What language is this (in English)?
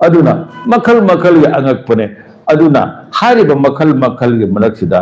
Manipuri